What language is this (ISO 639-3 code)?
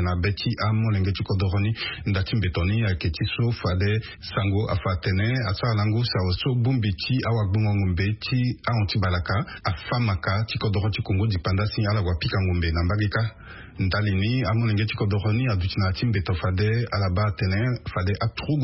sag